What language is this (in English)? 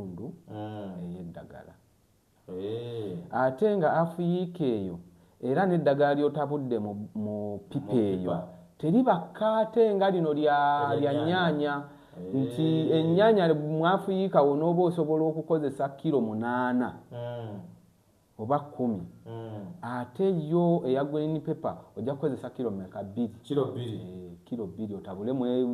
Ganda